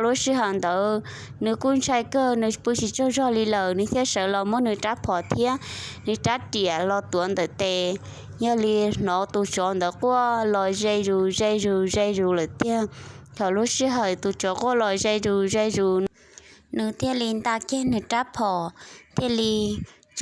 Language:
Hmong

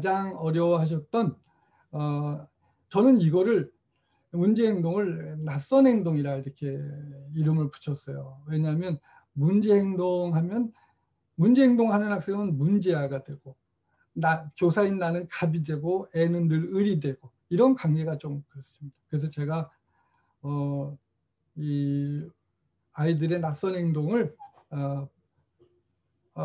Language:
Korean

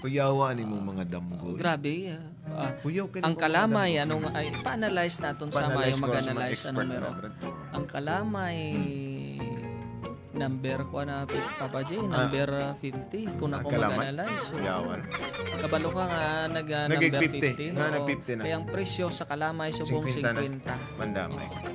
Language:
Hiligaynon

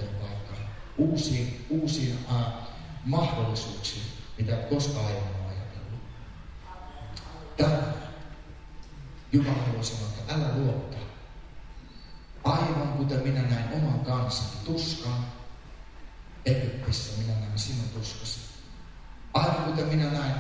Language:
Finnish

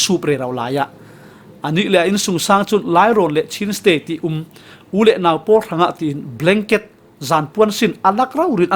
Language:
Falam Chin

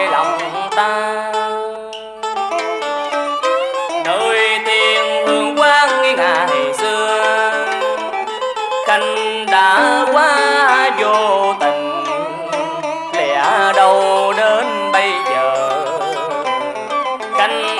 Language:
Vietnamese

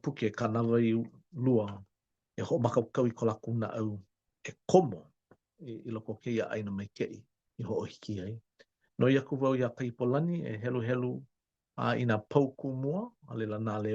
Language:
Hawaiian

